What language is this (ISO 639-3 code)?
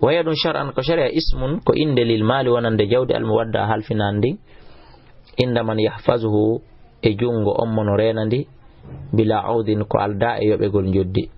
ful